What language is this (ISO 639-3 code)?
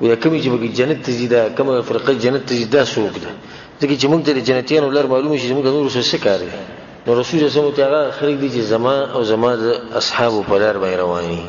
pus